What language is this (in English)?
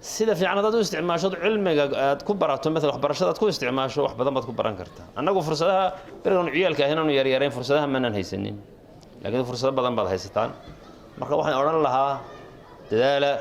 Somali